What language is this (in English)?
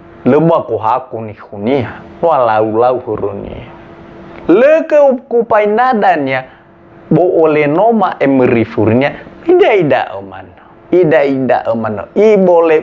Nias